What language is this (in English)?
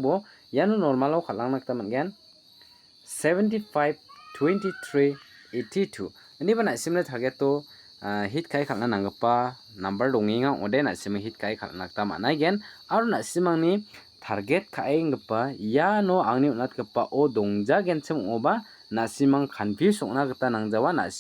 Garo